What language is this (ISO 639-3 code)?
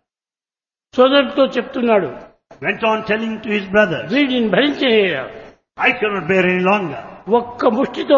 tel